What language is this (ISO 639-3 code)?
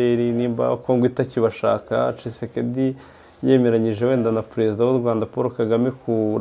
kin